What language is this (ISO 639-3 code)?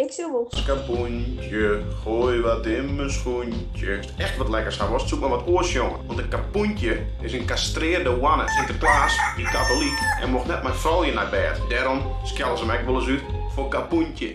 fry